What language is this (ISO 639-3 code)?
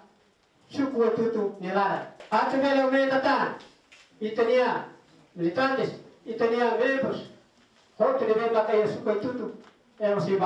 tet